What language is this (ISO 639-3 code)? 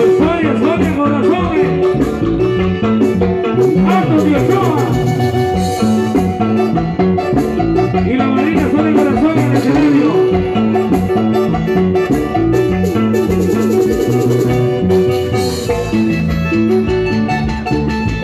spa